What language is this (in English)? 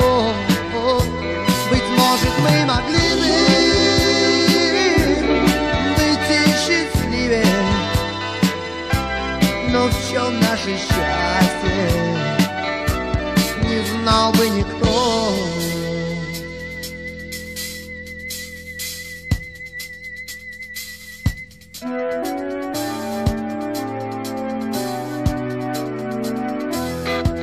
Russian